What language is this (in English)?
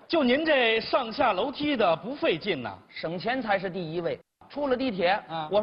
Chinese